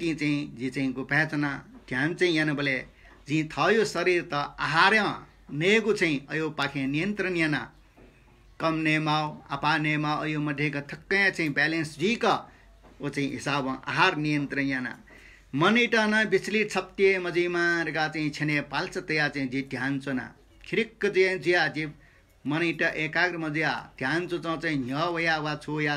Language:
Newari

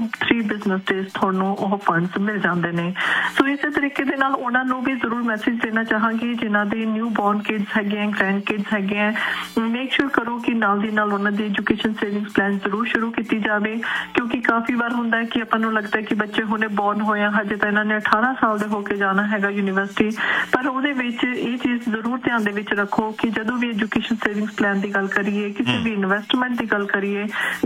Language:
Punjabi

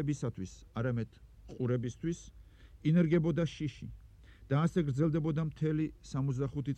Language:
Georgian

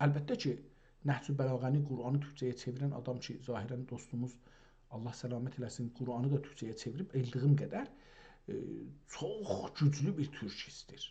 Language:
South Azerbaijani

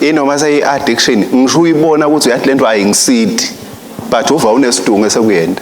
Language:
Swati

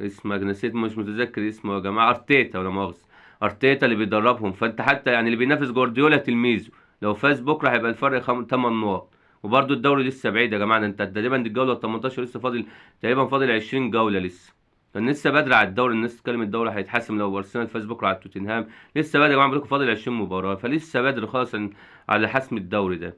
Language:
Egyptian Arabic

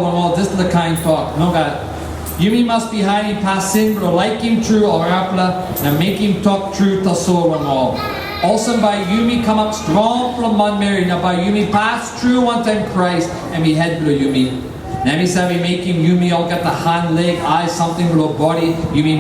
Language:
Tok Pisin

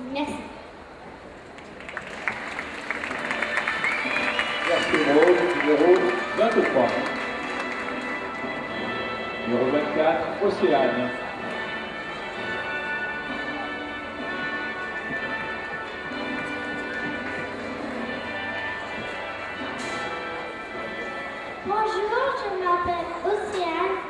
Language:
French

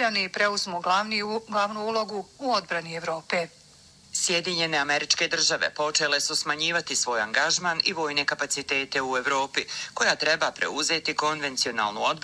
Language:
Bosnian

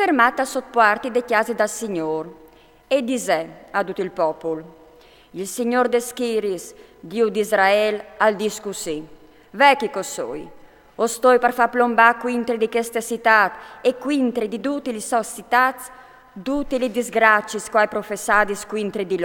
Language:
Friulian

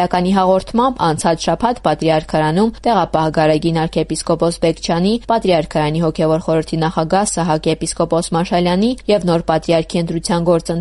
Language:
Armenian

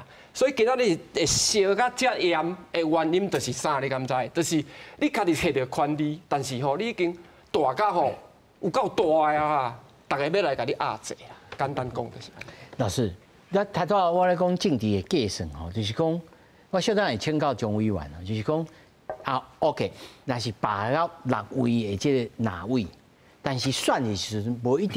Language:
Min Nan Chinese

